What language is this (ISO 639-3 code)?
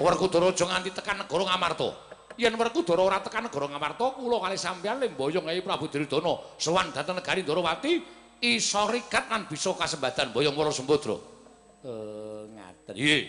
jav